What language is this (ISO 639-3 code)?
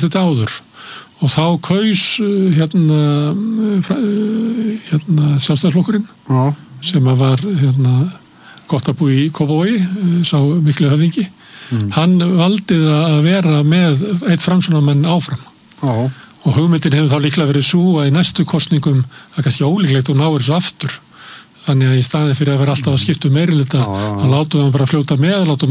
isl